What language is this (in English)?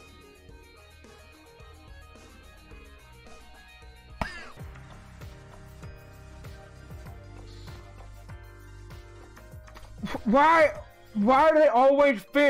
English